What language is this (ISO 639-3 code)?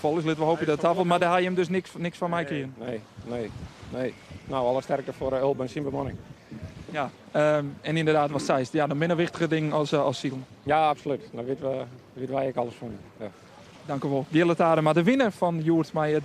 fry